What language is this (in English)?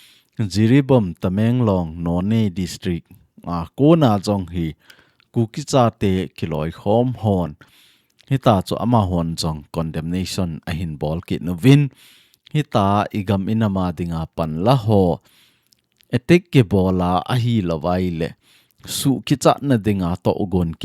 Thado Chin